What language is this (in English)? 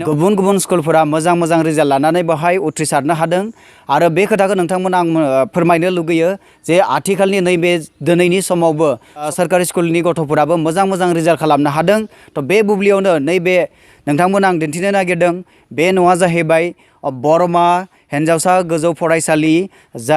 Bodo